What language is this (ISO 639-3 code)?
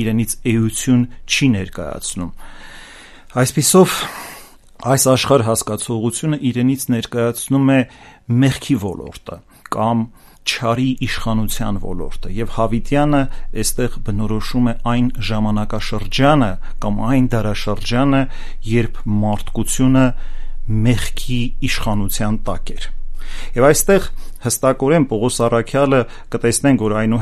hye